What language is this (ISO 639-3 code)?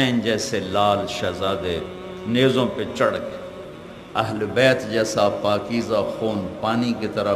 urd